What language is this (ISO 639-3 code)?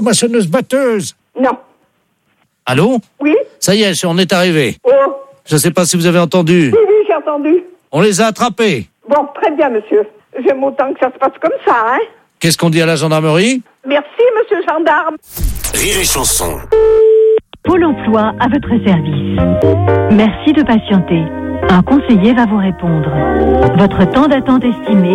fra